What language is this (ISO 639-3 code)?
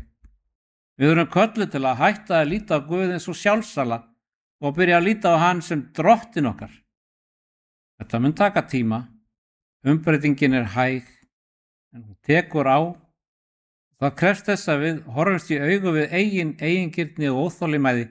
isl